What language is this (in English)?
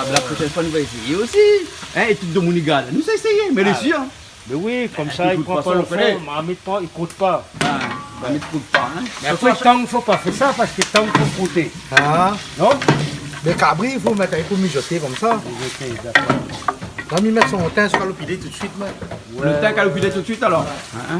Réunion Creole French